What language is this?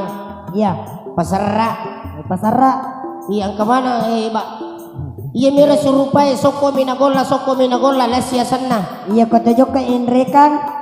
Buginese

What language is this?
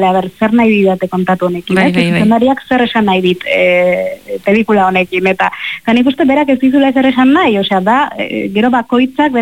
Basque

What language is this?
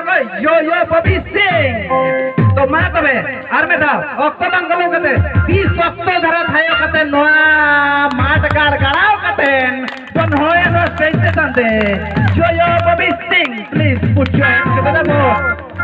Santali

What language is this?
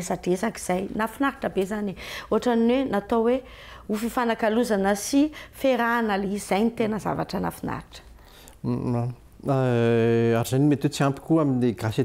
Malagasy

